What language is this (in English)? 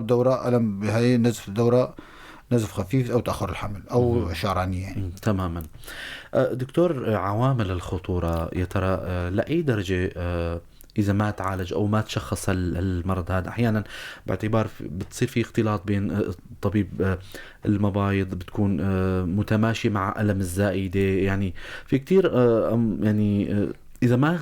North Levantine Arabic